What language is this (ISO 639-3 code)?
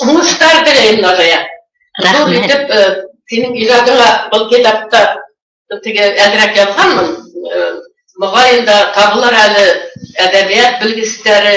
bak